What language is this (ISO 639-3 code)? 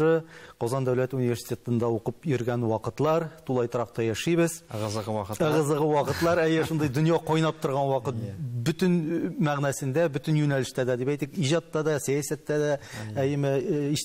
tat